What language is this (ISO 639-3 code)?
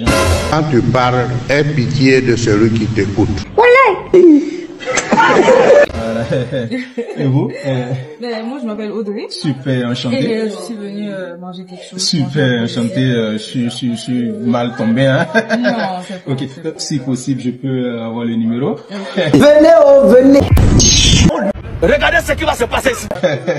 fra